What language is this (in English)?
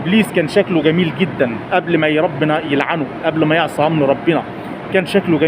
Egyptian Arabic